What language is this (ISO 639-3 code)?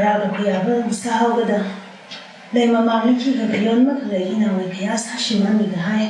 nmf